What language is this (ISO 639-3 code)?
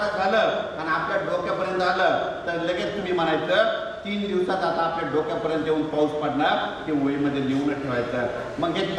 mar